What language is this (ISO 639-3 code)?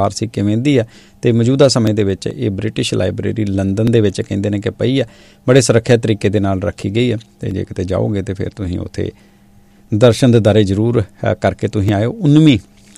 pan